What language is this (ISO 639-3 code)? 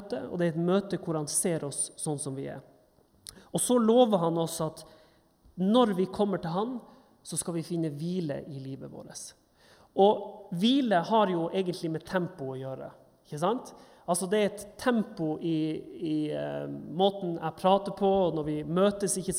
nor